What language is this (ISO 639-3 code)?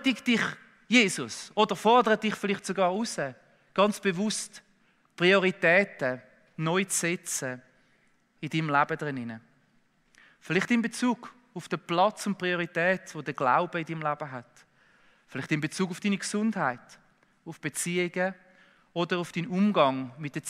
gsw